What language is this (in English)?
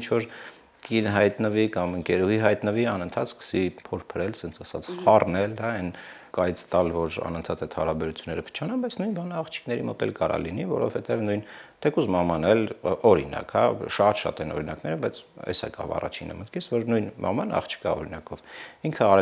Armenian